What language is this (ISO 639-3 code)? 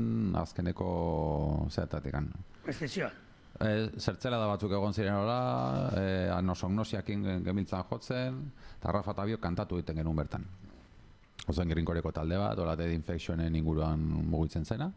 eus